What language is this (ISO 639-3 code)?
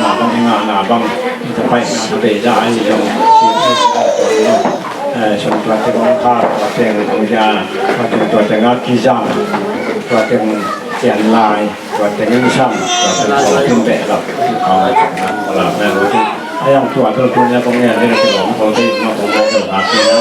ctd